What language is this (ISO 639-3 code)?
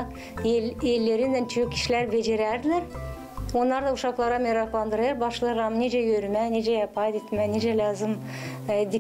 gag